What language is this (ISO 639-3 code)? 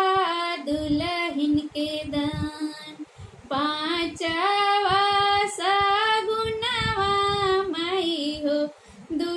bho